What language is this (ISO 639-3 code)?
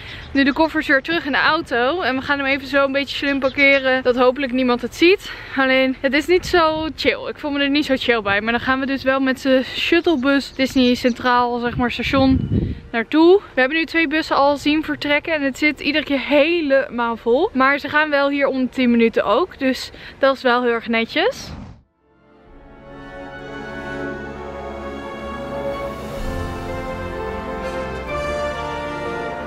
nld